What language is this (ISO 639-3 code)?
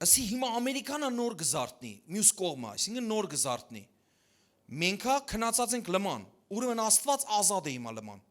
hyw